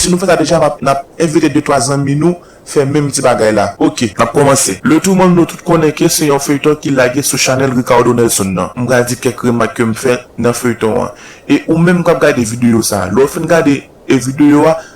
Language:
Haitian Creole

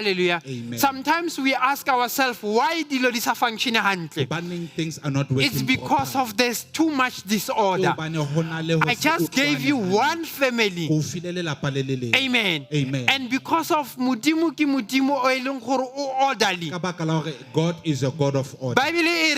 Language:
Southern Sotho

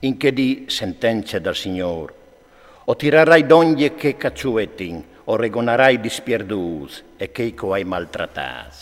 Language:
Friulian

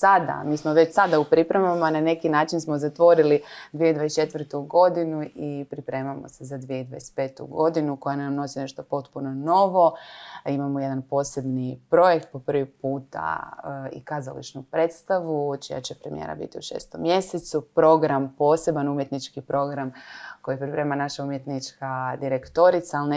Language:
Croatian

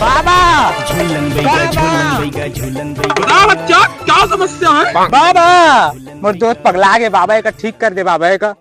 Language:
Chhattisgarhi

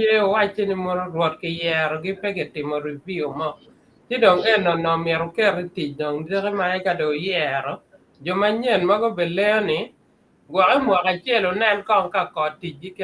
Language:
Acoli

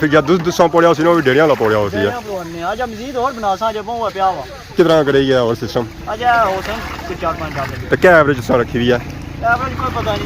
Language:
Pahari-Potwari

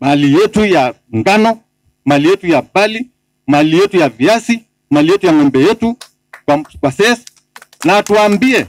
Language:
Masai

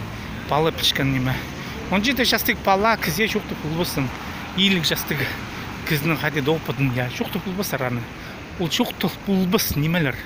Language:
Khakas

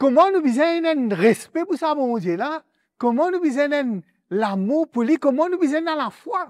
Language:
Morisyen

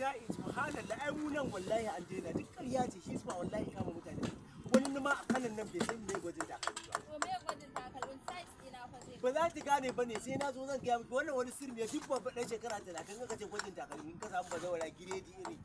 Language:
Hausa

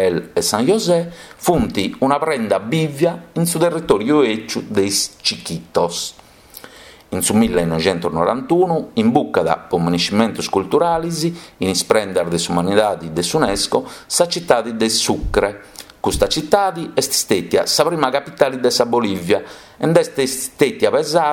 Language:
Sardinian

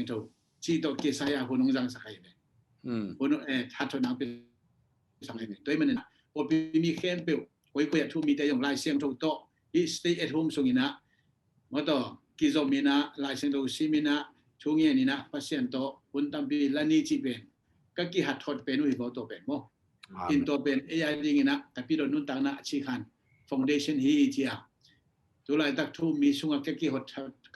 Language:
Tedim Chin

